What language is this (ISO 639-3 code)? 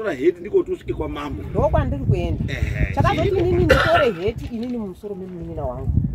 sna